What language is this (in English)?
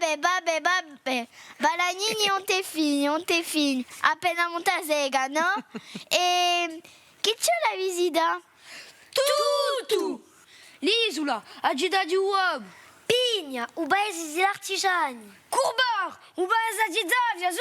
Corsican